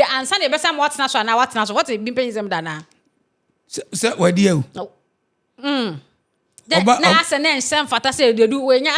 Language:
Akan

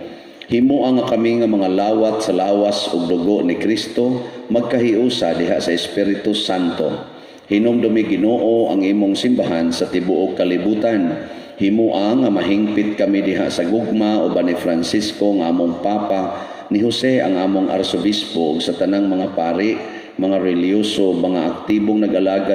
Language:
Cebuano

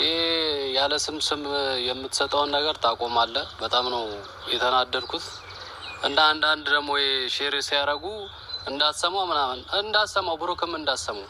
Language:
Amharic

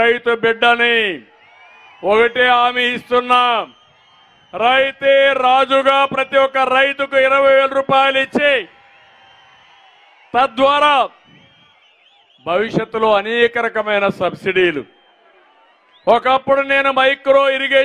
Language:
Telugu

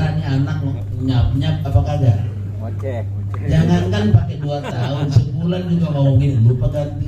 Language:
Betawi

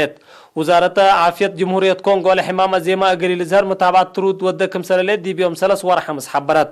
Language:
Tigre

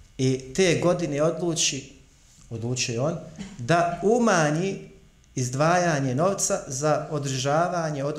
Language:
Bosnian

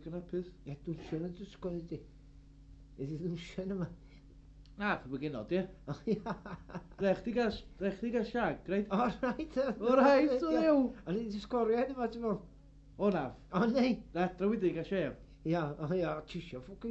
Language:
Welsh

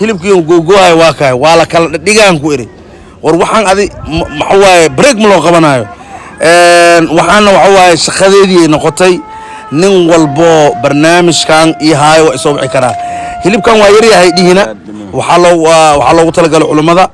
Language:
Somali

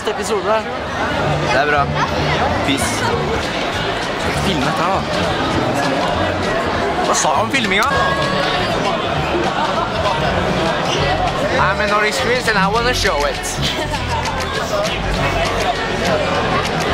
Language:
Norwegian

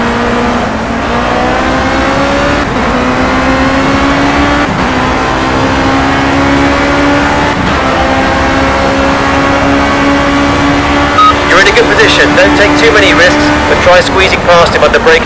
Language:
English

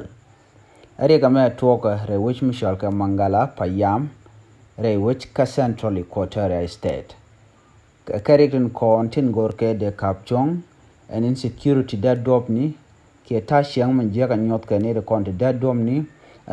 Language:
Nuer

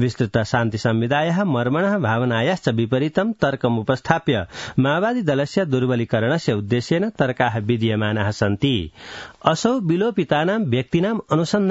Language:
Sanskrit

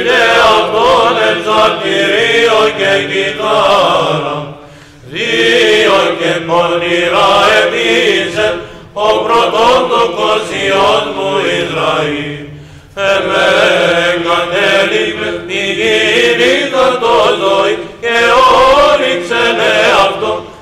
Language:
Greek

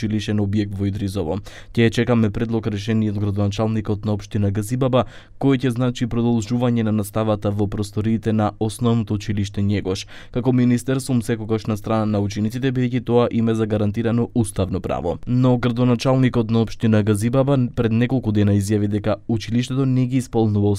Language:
Macedonian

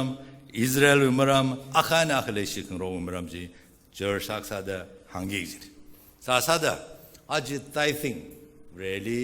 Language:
Tangkhul Naga (India)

